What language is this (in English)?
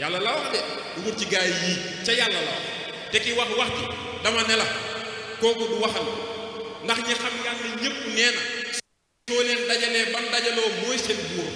Wolof